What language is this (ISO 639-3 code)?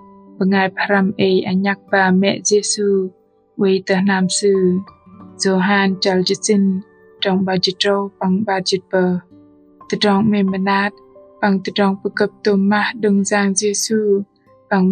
bdq